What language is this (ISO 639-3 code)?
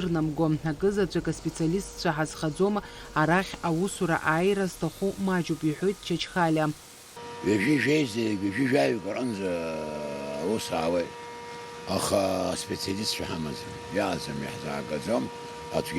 abk